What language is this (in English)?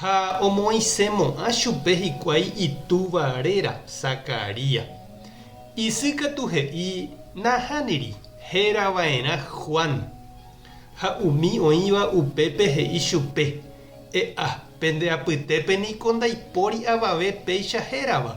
Guarani